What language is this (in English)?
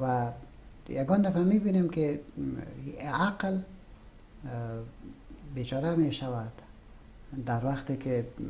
Persian